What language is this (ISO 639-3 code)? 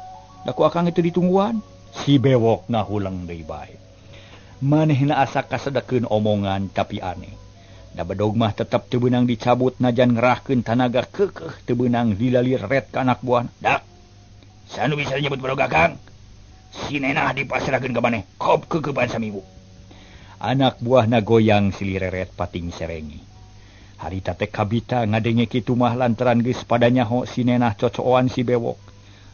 sun